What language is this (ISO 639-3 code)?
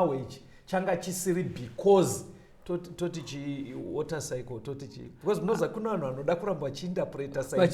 sna